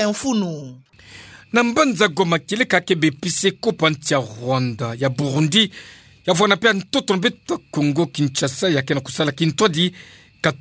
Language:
Kituba (Democratic Republic of Congo)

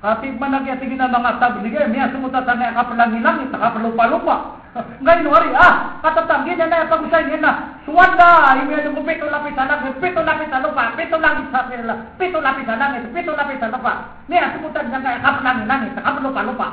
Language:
Maranao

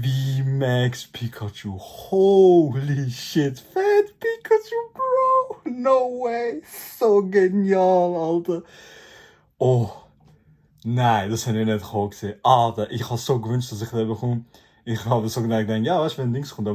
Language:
Swiss German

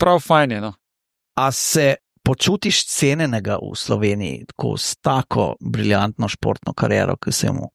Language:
Slovenian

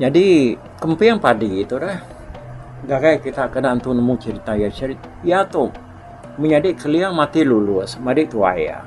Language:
Iban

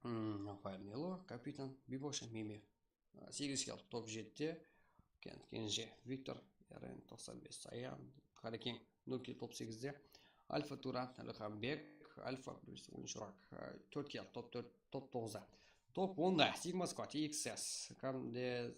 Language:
Kara-Kalpak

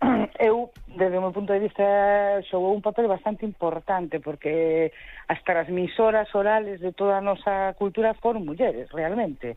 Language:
Galician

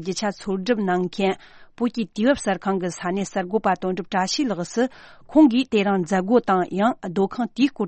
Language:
Tibetan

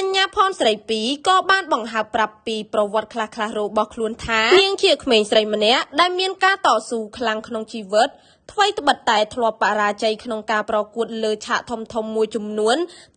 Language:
Khmer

